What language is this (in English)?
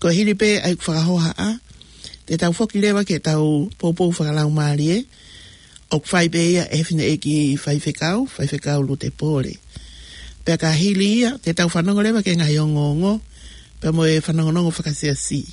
Tongan